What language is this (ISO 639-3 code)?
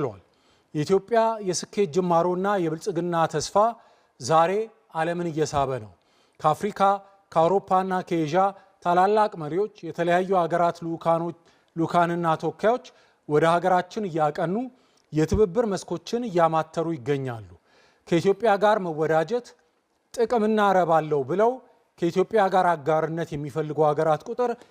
amh